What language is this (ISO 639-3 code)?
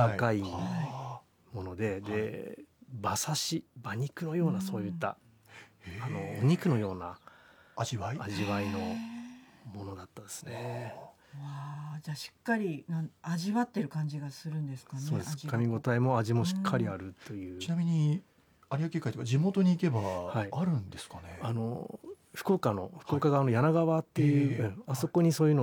jpn